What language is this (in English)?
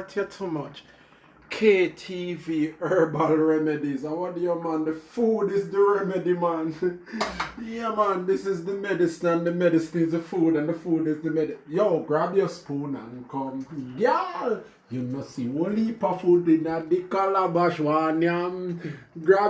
Jamaican Creole English